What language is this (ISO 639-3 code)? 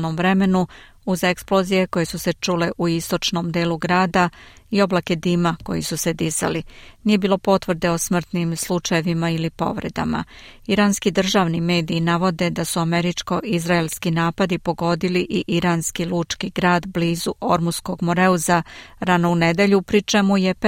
srp